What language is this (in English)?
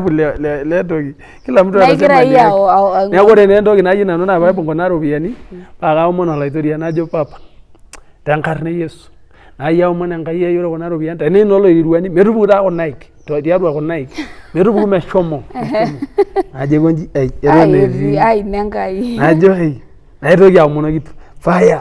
Masai